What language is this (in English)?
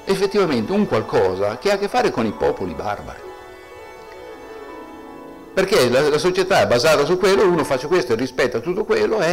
Italian